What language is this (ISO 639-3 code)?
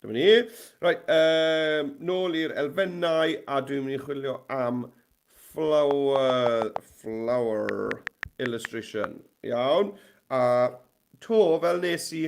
cym